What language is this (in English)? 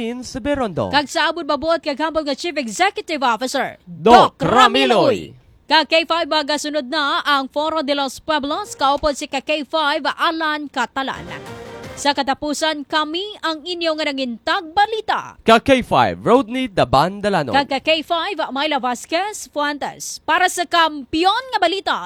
Hiligaynon